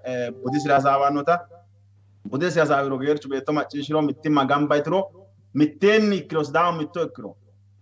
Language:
Sidamo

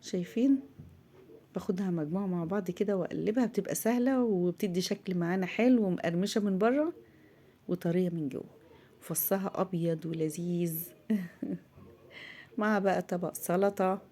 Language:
Egyptian Arabic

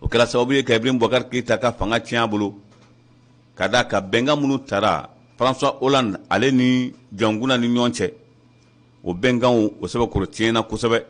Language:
Bambara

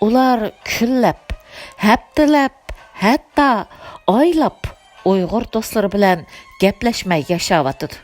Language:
Uyghur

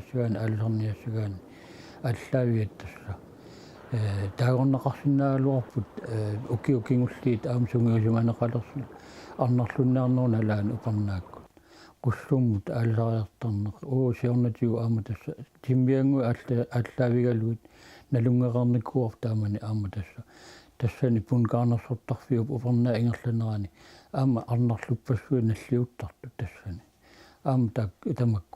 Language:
Kalaallisut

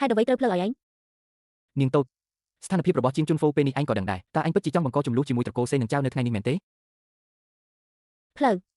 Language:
Khmer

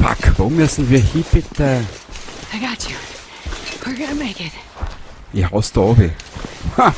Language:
Bavarian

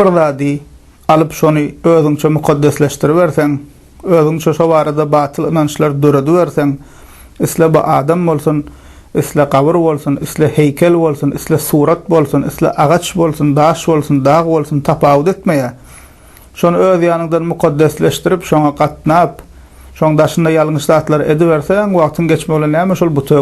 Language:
Turkmen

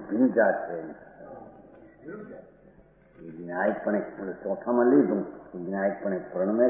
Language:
Gujarati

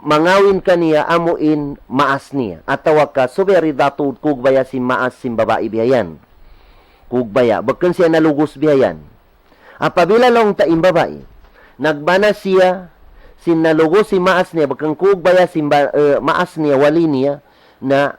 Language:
Tausug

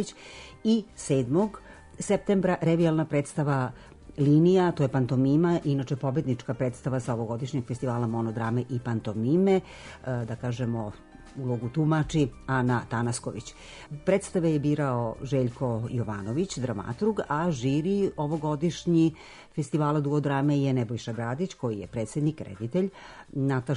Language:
Serbian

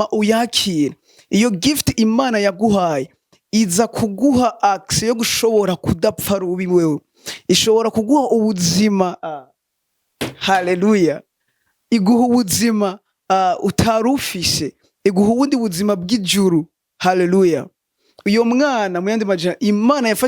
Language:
Rundi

